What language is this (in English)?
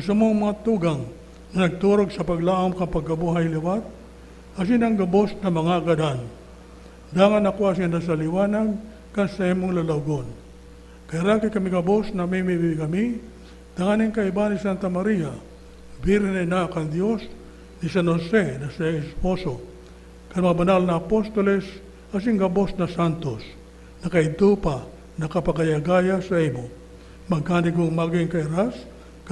Bikol